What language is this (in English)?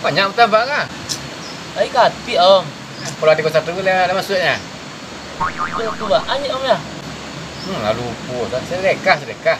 Minangkabau